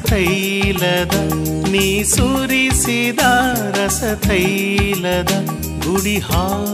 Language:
Kannada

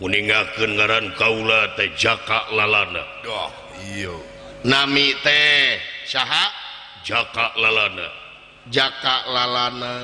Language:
Sundanese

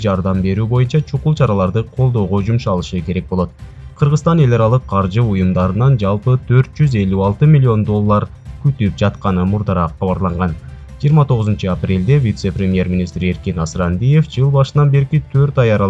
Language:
Kyrgyz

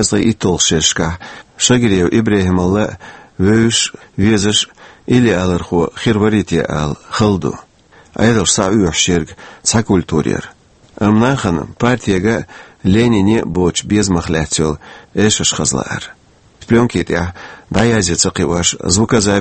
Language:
Chechen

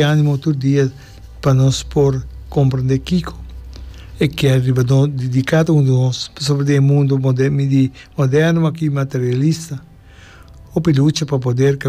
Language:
Papiamento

